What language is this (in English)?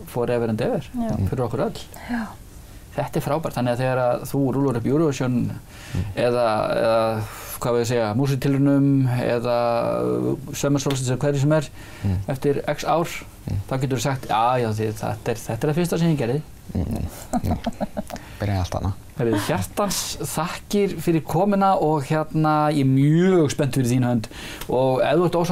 Icelandic